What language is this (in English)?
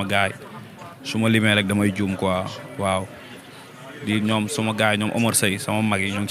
Wolof